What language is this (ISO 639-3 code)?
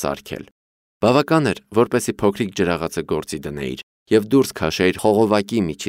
hye